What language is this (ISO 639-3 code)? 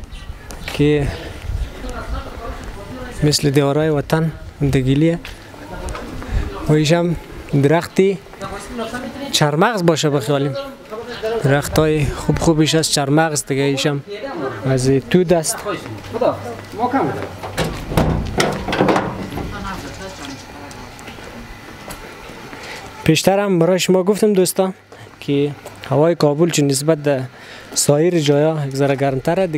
fas